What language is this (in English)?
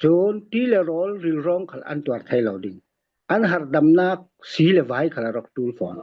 Falam Chin